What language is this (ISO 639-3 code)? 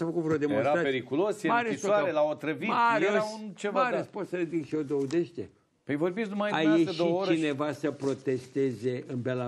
ron